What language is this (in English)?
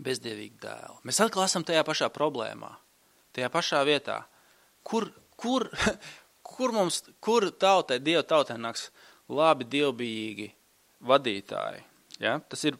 Latvian